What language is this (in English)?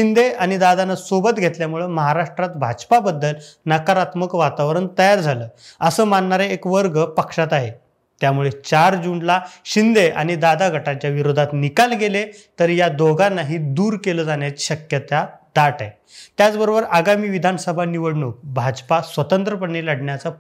Marathi